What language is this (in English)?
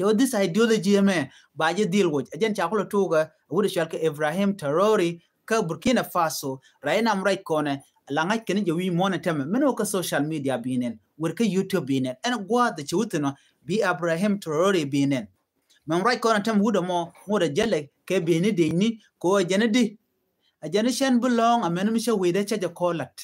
Nuer